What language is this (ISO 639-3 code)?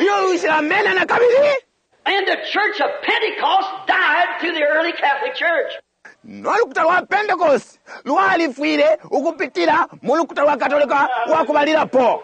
bem